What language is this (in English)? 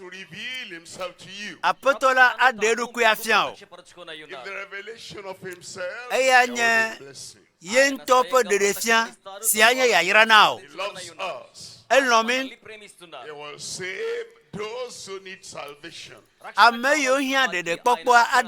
Ewe